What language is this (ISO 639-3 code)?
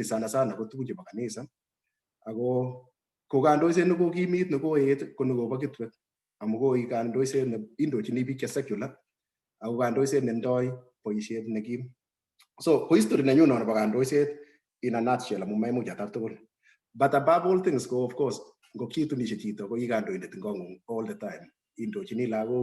kln